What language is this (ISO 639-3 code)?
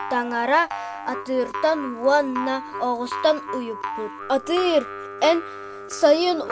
sah